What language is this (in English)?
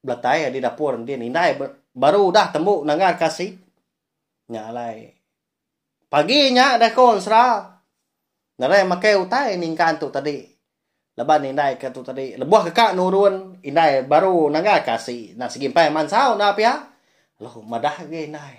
Iban